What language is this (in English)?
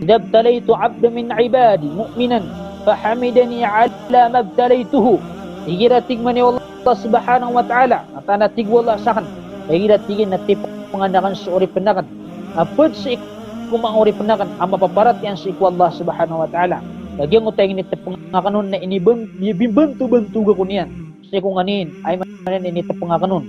Maranao